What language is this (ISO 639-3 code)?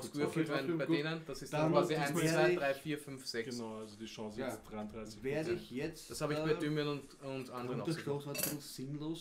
deu